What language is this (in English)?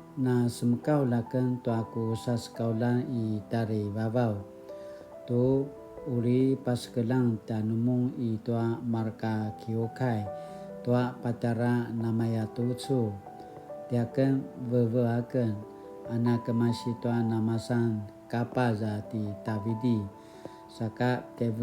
Paiwan